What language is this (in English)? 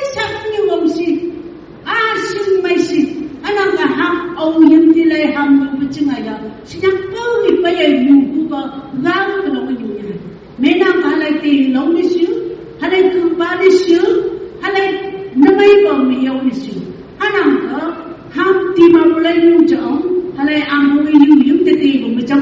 Phom Naga